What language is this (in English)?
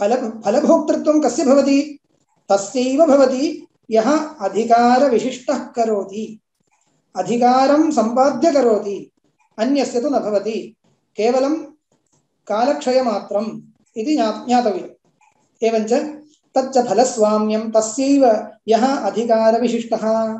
Sanskrit